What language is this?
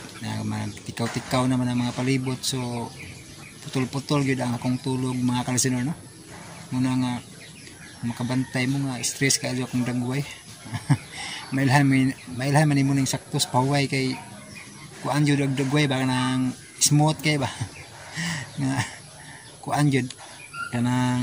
Cebuano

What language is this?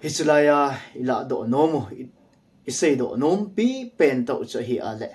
Thado Chin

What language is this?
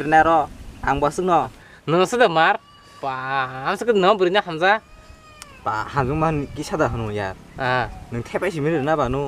Kok Borok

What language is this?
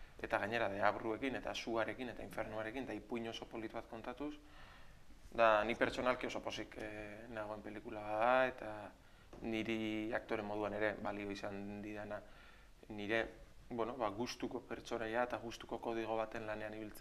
Basque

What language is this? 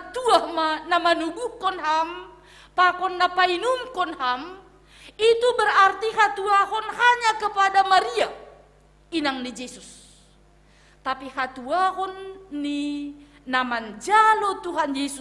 Batak Simalungun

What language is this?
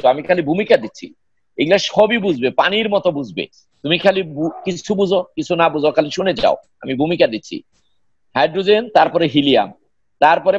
Bangla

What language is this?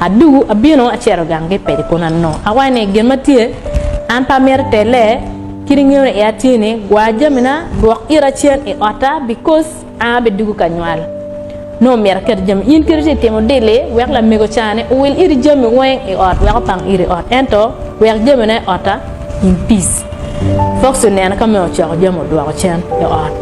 Acoli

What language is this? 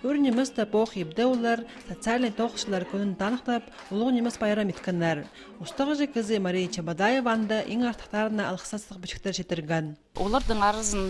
Khakas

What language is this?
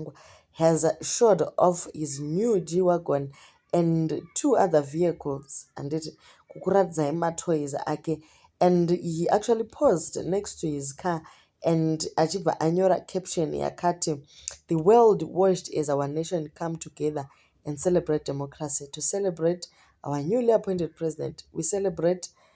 Shona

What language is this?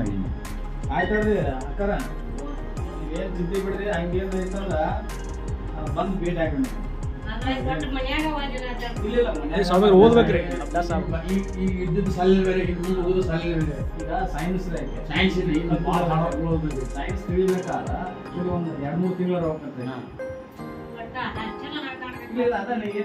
Kannada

